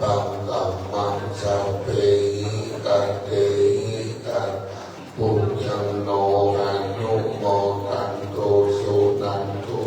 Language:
Pali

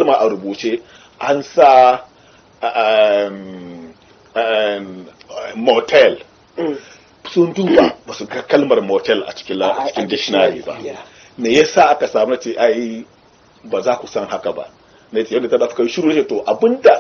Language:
Hausa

